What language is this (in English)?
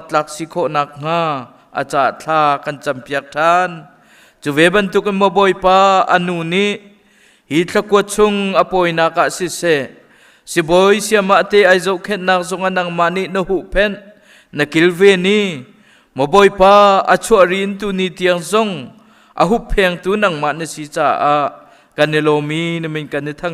Hakha Chin